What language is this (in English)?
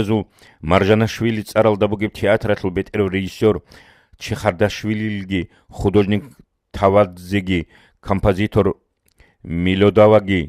Avaric